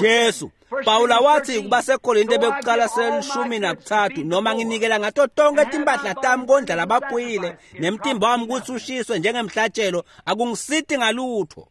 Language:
Swati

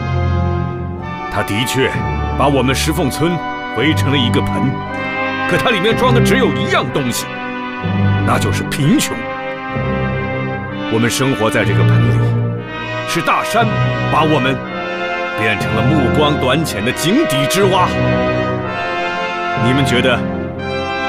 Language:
Chinese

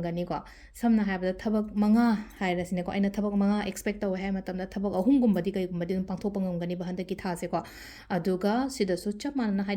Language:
Manipuri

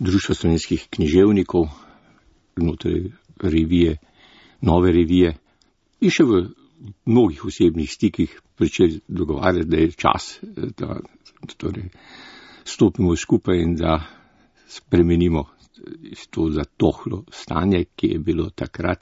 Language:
Slovenian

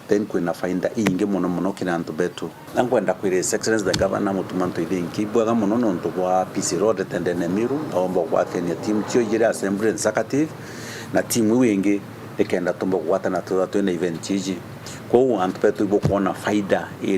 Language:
Meru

